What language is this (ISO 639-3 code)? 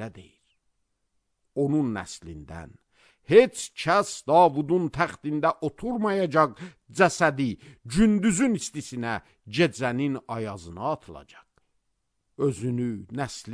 aze